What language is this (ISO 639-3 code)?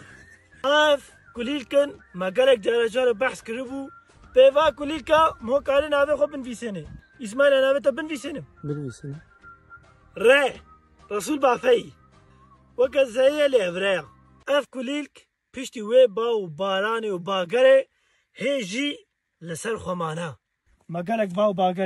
kur